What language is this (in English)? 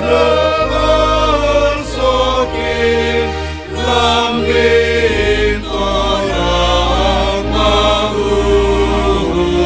Batak Simalungun